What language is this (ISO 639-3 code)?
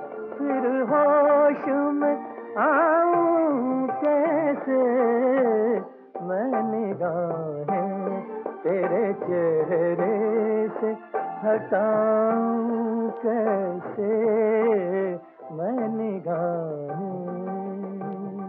hin